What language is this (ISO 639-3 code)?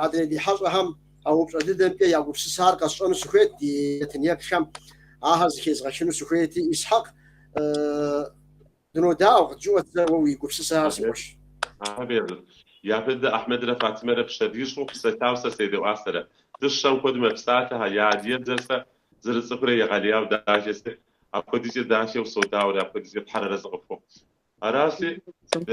kbd